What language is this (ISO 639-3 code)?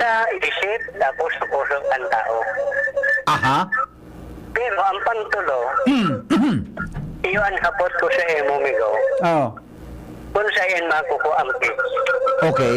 bik